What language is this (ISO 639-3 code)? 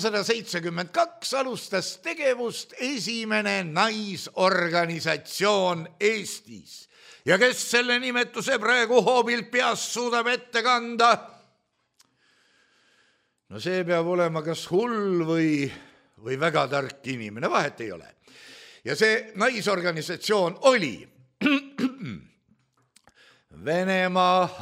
est